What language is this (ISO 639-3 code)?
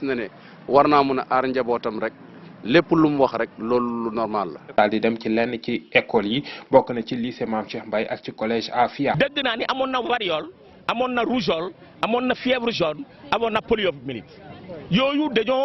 wol